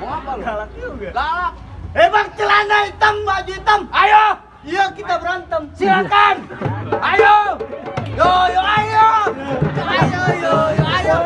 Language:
Betawi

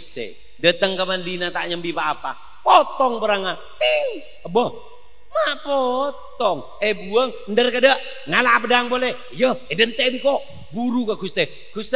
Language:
Madurese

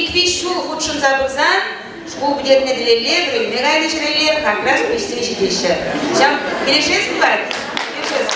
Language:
Chuvash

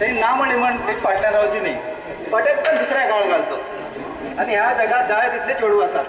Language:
Konkani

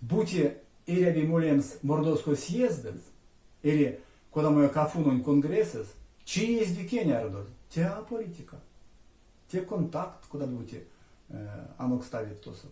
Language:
Erzya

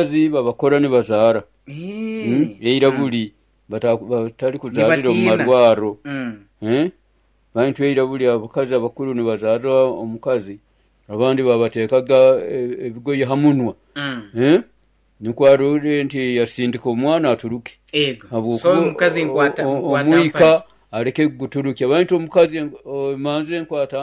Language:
Nyoro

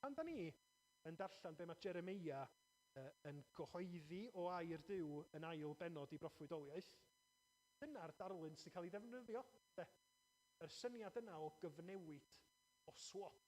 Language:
Welsh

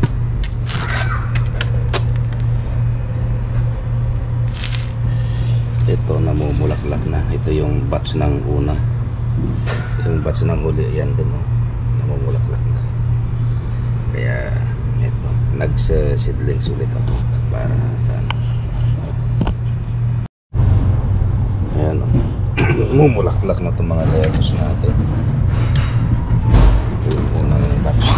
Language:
Filipino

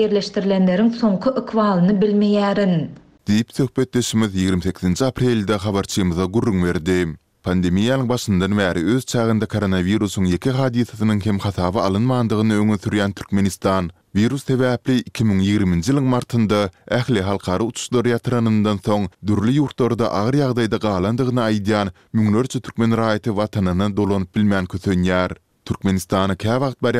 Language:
Turkmen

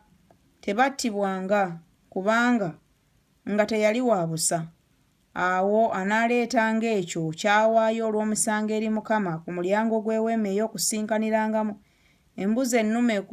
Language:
Ganda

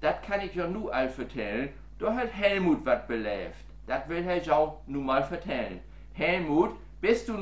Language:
Low German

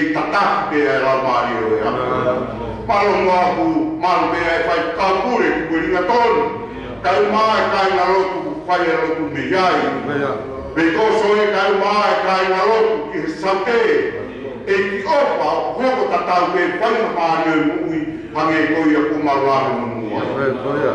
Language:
Tongan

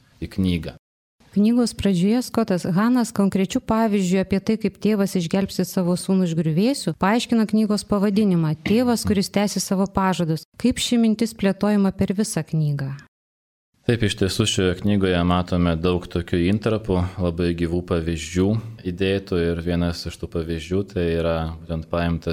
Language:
Lithuanian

